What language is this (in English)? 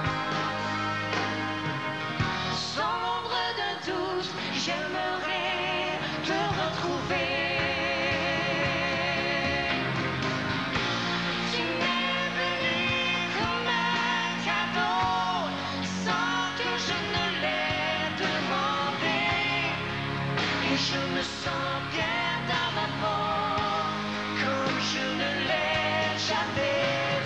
French